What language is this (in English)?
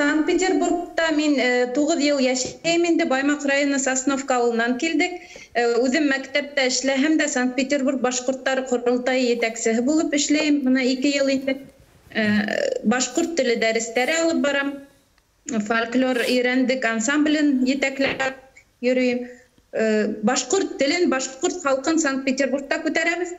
Bashkir